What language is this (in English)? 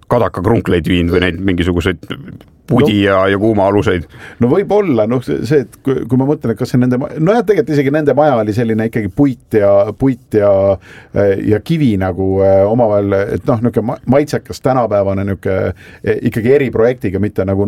Estonian